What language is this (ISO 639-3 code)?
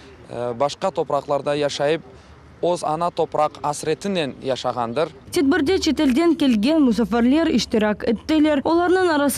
crh